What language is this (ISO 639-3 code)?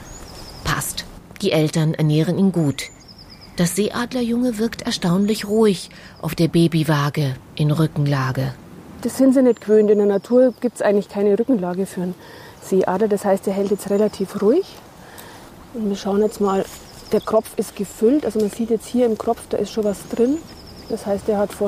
deu